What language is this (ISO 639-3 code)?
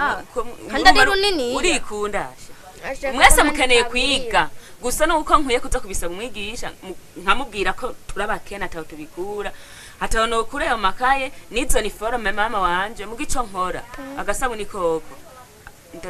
run